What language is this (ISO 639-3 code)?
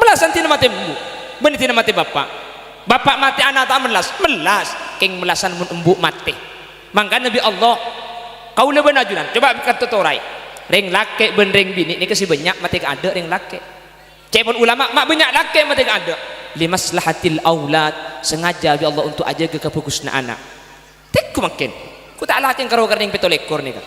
mad